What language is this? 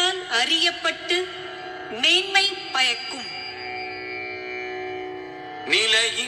Tamil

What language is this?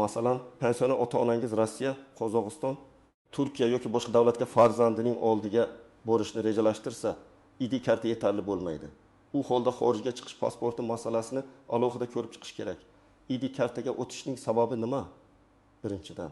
Uzbek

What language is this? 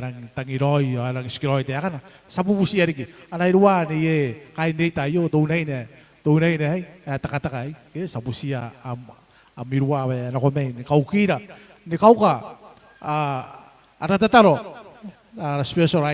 Gilbertese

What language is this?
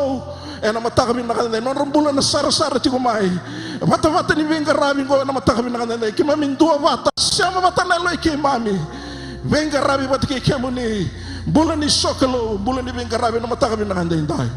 Fijian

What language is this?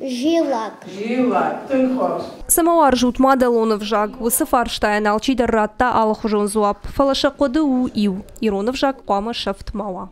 Ossetic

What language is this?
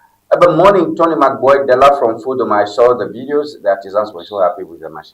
Ewe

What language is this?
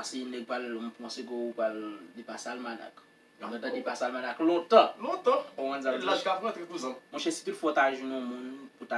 Haitian Creole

